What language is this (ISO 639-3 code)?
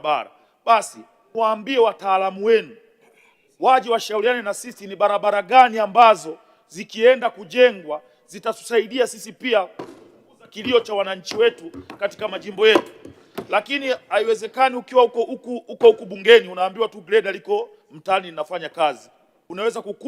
swa